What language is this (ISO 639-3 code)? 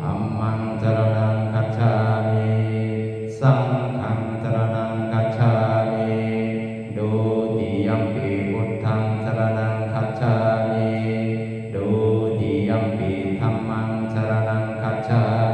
pli